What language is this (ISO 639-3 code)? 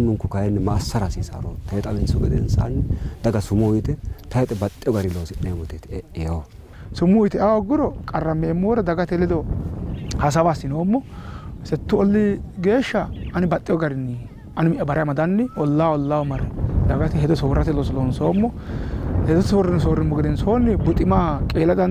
sid